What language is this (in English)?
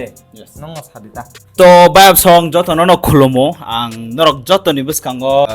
Kok Borok